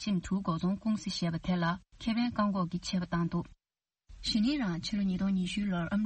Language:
Tibetan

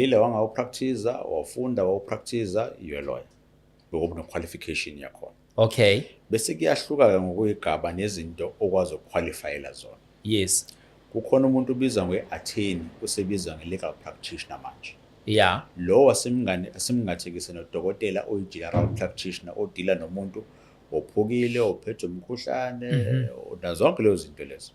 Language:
Zulu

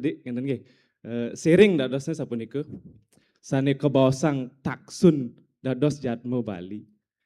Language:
Balinese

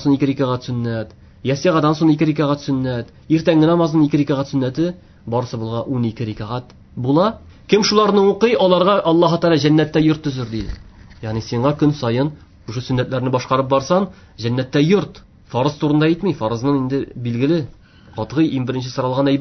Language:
Tatar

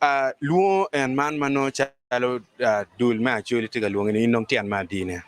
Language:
Acoli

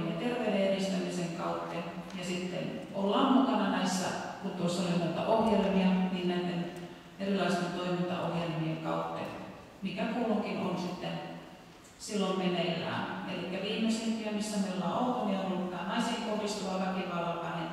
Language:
Finnish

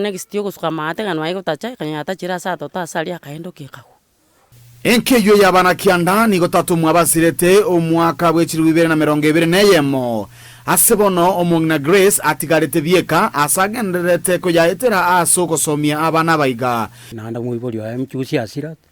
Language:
Gusii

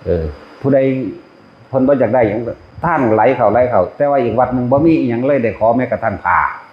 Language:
Northeastern Thai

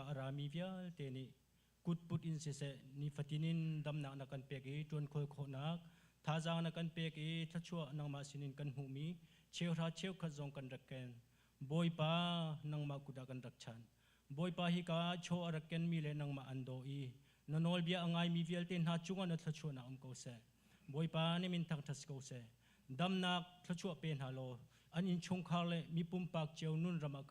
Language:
Hakha Chin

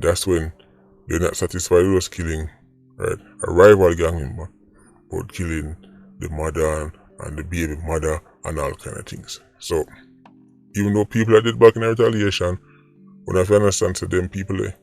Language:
Jamaican Creole English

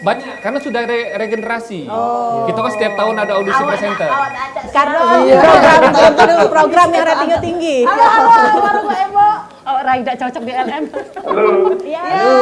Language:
Musi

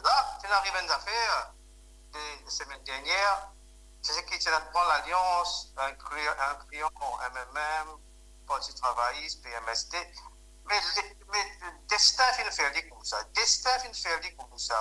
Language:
Morisyen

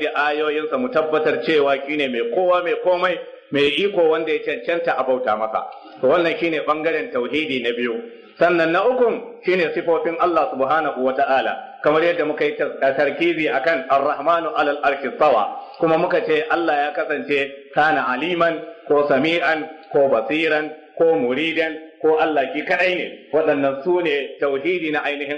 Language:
Hausa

